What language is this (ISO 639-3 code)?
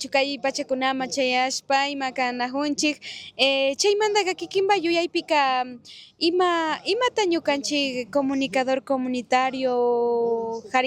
qug